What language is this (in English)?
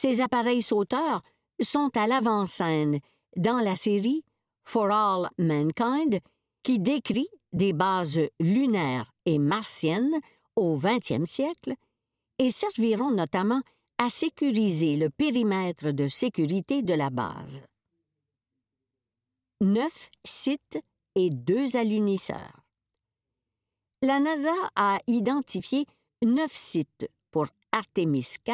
French